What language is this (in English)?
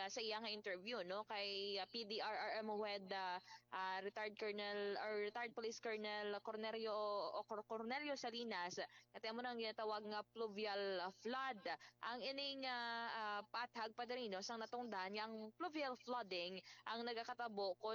Hiligaynon